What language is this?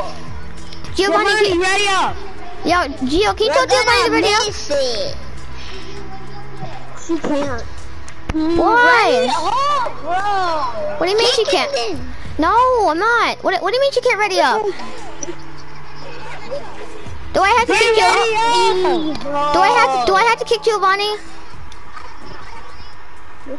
English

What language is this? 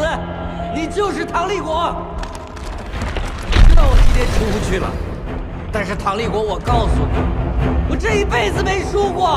Chinese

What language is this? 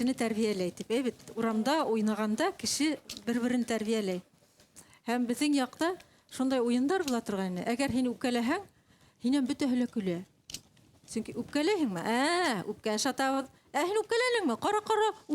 Bashkir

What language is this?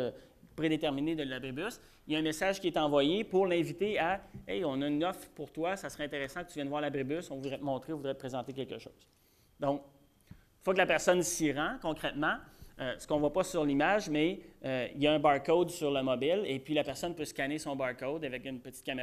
French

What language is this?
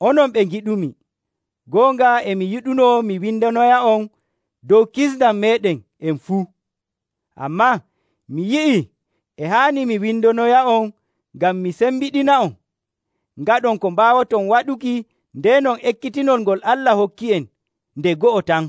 Nigerian Fulfulde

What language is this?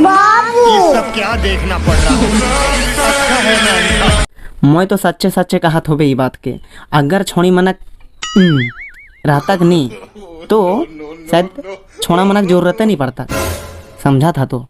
Sadri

